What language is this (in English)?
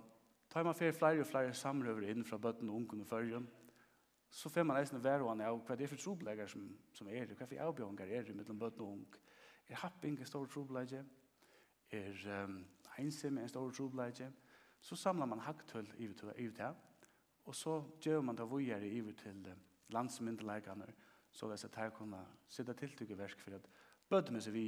Faroese